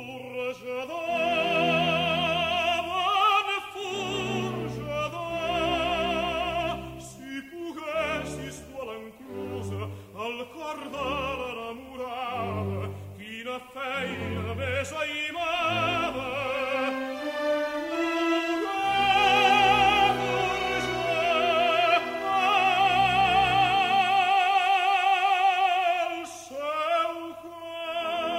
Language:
Catalan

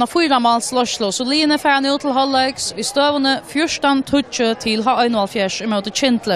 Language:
Faroese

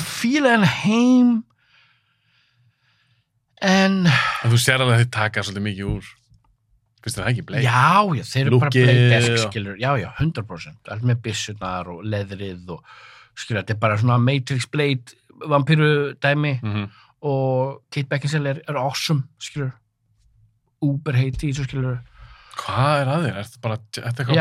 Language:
Icelandic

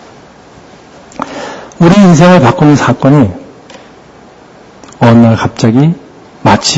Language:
Korean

